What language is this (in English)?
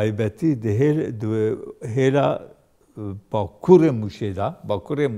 Kurdish